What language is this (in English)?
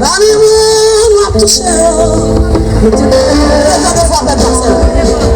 Haitian Creole